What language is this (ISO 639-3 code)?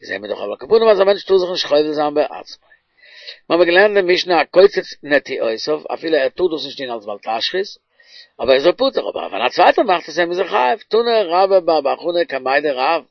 yid